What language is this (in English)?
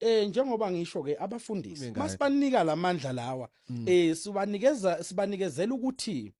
Zulu